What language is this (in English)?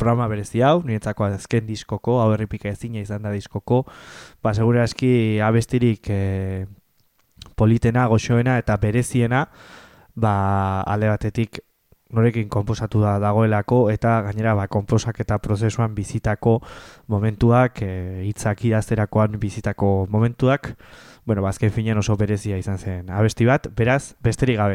Basque